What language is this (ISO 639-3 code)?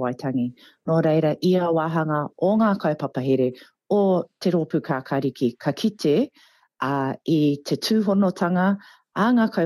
mri